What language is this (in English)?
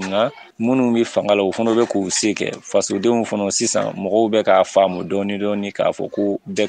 Bambara